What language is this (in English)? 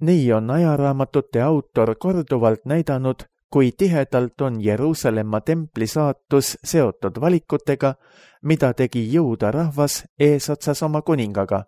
Estonian